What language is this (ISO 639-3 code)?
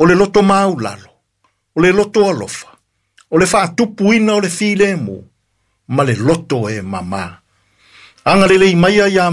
smo